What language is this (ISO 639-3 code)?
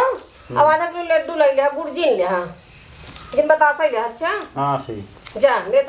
awa